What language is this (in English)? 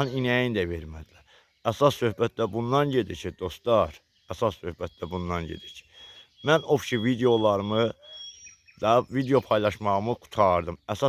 Azerbaijani